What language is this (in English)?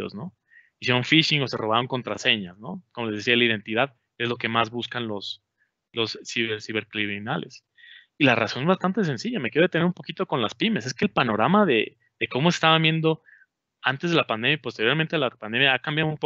Spanish